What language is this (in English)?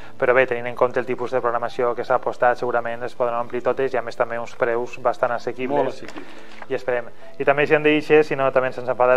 Catalan